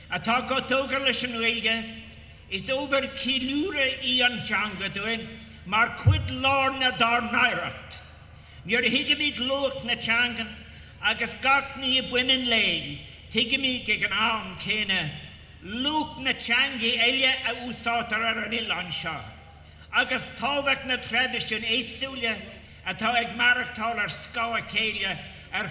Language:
Irish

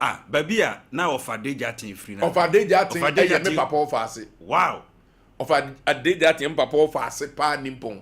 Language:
Akan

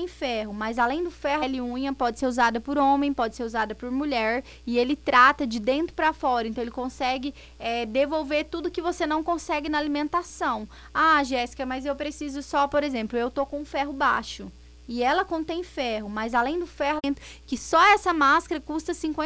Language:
Portuguese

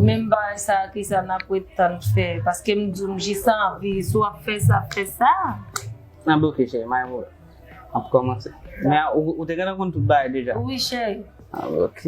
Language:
Haitian Creole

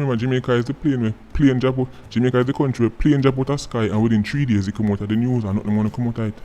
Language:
Jamaican Creole English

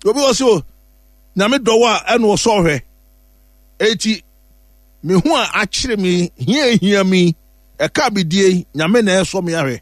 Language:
Akan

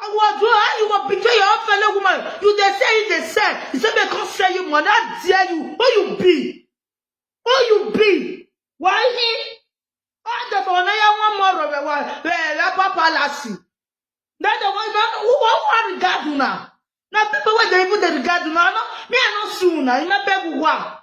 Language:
Nigerian Pidgin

